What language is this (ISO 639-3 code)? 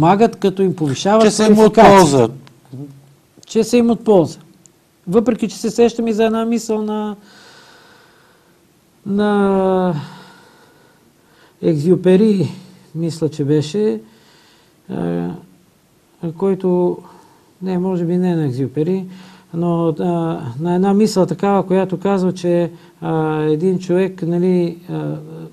bul